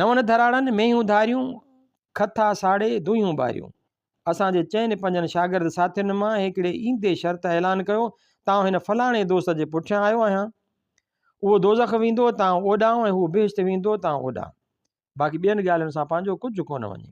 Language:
Sindhi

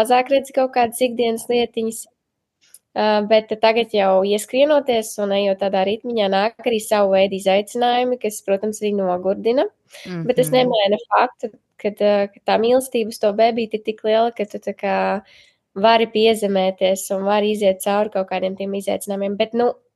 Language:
Latvian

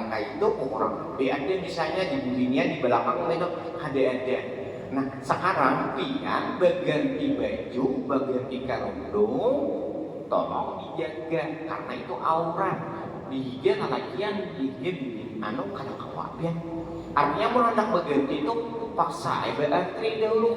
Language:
Banjar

